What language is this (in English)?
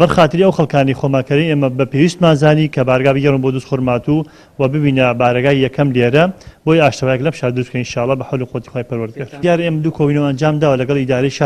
Central Kurdish